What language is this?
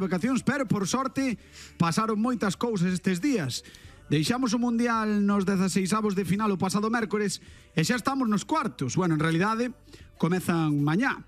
Galician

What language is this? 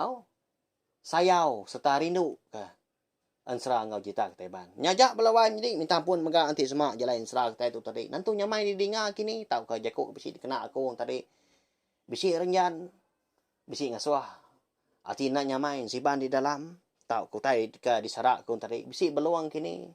Iban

